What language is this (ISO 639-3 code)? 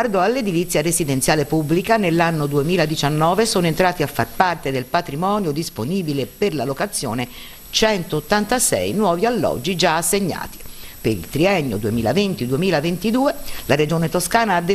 ita